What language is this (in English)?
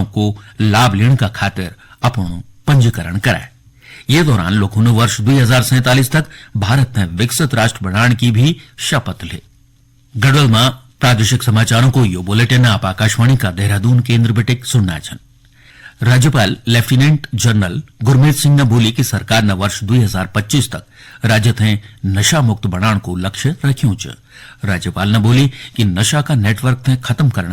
Garhwali